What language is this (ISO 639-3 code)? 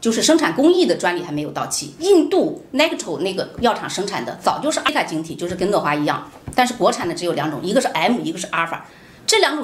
zho